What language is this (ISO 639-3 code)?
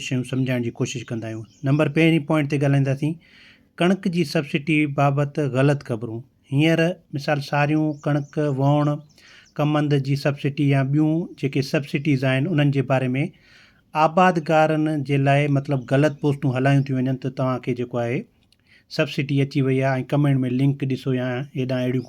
snd